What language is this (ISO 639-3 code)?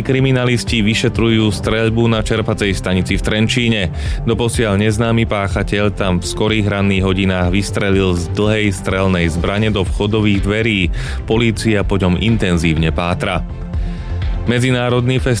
slk